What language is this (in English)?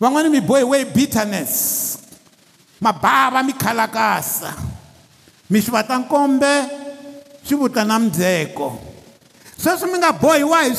Tsonga